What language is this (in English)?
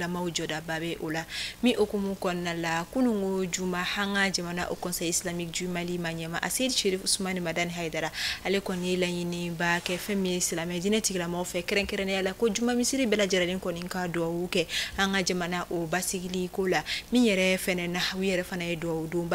Bambara